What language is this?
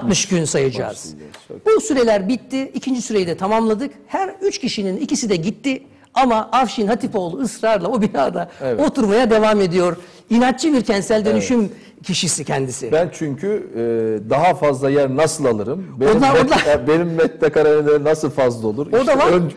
Turkish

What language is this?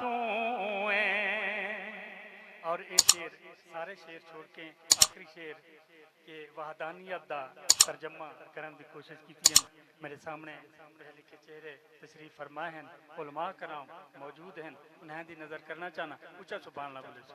Saraiki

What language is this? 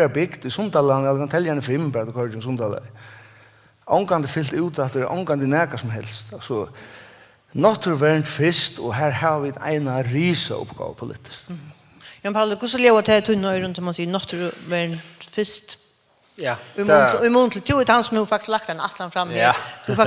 Faroese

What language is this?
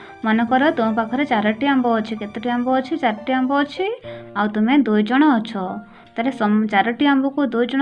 Odia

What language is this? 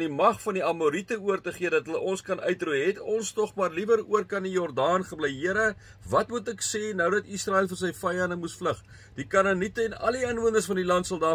Afrikaans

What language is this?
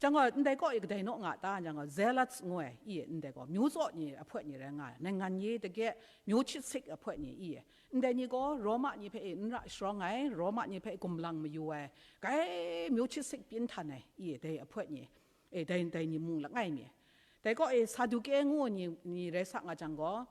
Kachin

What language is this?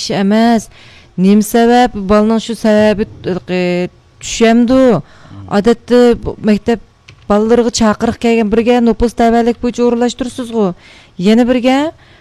Uyghur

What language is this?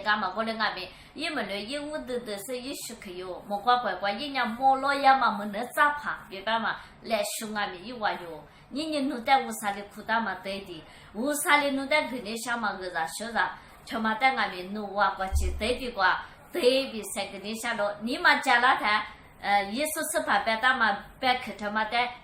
Lisu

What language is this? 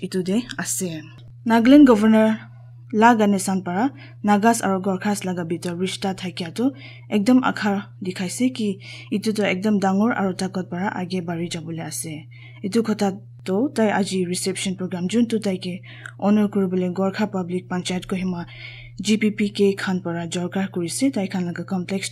Naga Pidgin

